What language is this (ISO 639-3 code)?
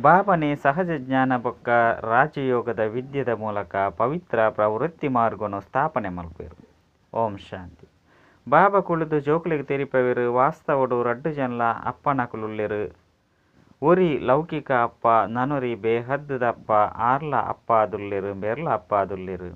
tcy